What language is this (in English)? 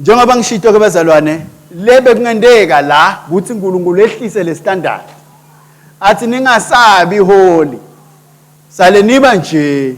Swati